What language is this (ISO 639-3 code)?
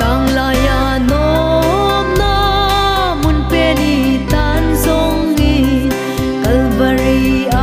pck